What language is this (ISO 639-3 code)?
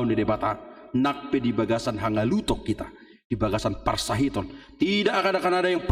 bbc